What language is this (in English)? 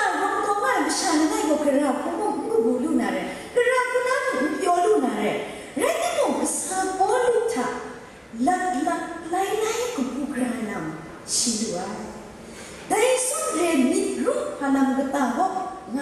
Kachin